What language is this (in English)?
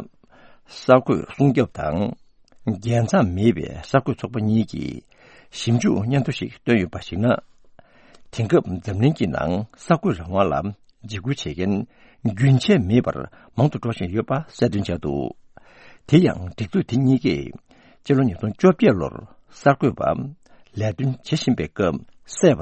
Tibetan